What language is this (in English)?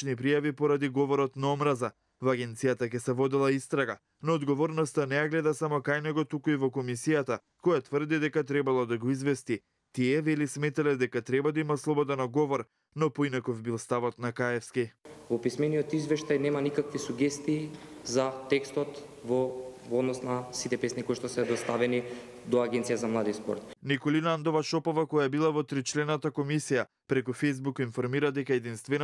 Macedonian